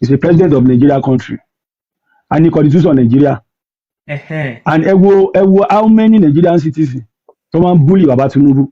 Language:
Yoruba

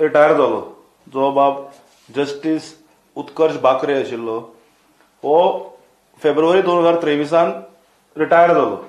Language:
Konkani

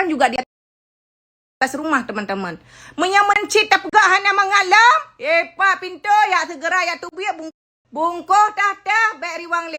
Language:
Achinese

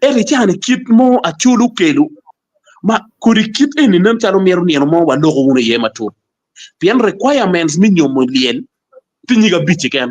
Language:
Acoli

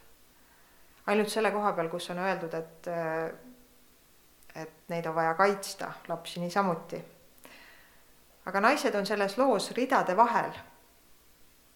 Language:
Estonian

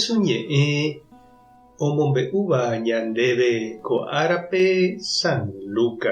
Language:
Guarani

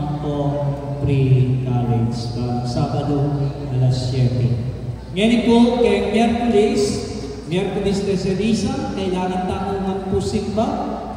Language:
Pampanga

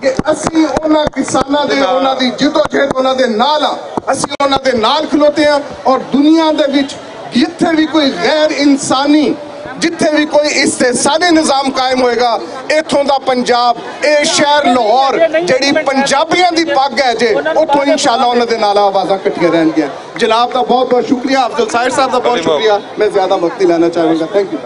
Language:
Western Panjabi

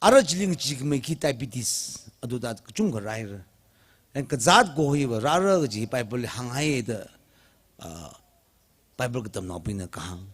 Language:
Tangkhul Naga (India)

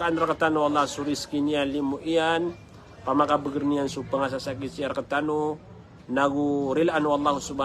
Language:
Maranao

